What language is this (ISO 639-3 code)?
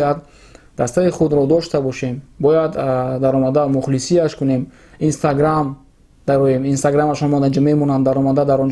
tgk